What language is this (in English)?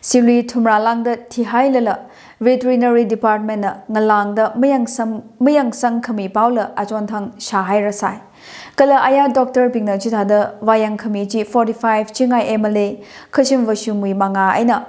Tangkhul Naga (India)